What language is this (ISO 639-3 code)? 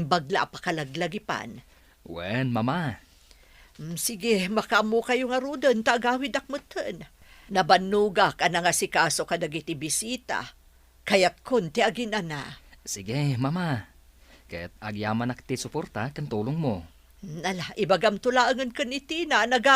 ilo